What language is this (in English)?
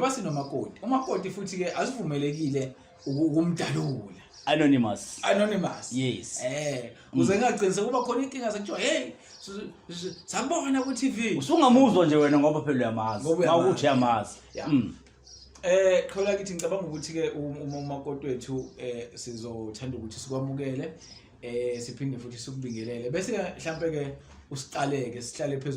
Zulu